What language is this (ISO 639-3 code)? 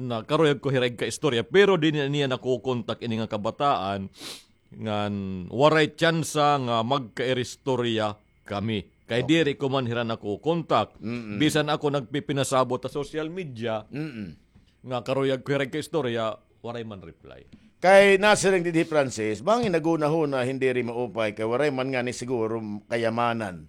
war